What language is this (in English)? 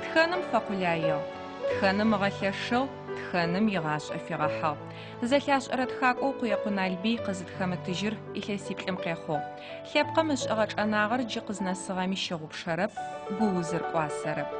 Adyghe